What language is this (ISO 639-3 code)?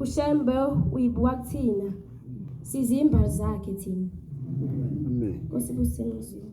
zul